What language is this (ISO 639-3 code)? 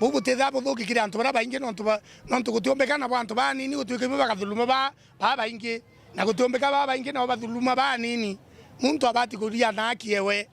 mer